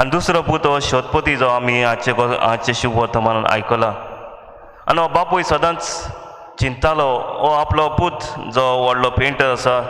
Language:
Konkani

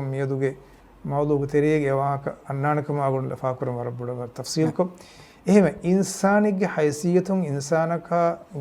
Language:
Divehi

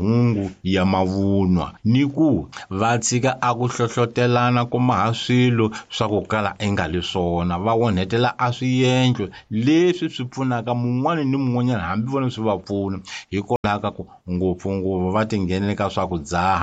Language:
Tsonga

